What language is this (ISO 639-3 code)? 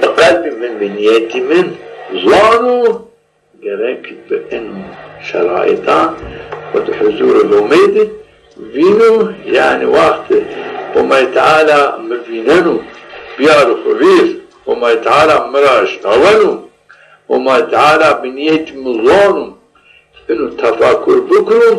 zza